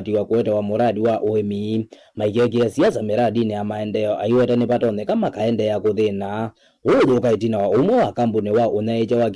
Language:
Kamba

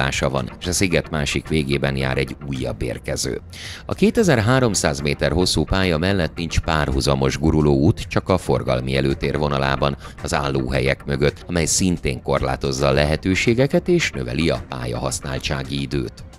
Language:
Hungarian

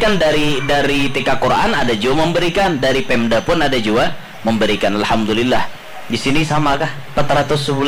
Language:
Banjar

